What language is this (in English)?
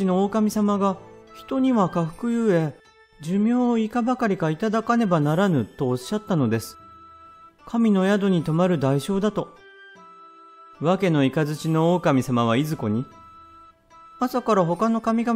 Japanese